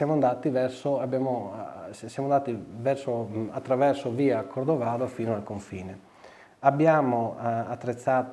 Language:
Italian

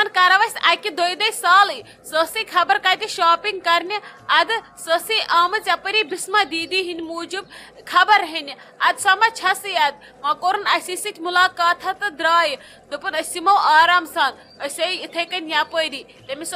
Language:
Kashmiri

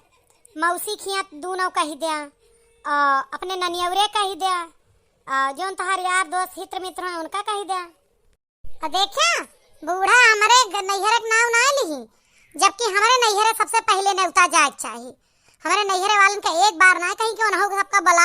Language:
Awadhi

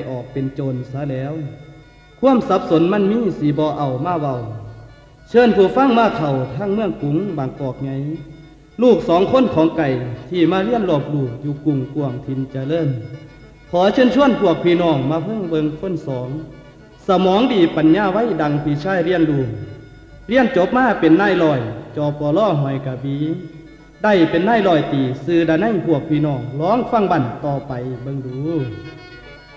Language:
Northeastern Thai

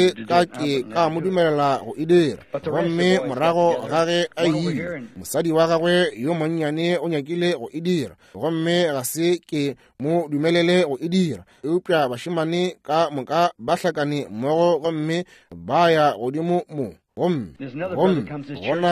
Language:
Northern Sotho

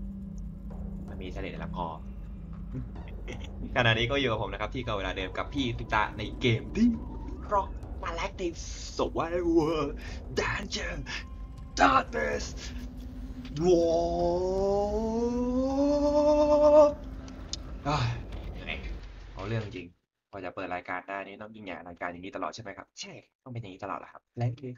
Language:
Thai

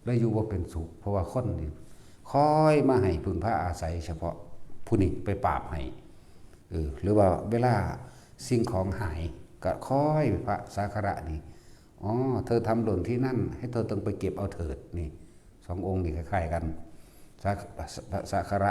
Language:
Northeastern Thai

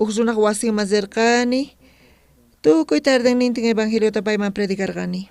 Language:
South Bolivian Quechua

